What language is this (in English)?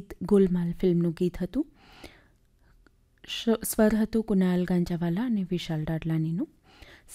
Gujarati